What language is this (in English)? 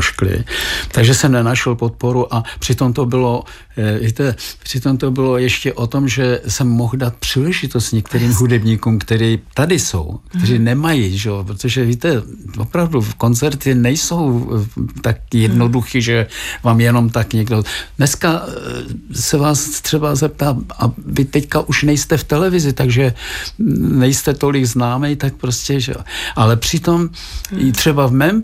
Czech